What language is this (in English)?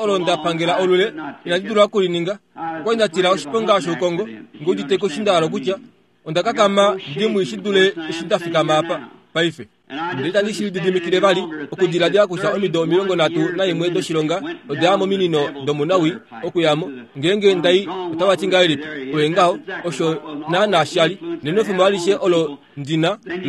Kuanyama